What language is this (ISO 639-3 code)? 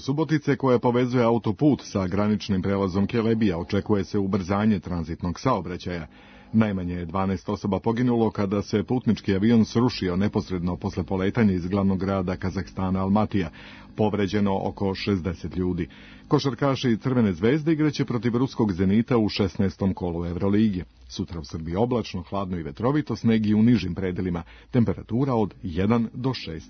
srp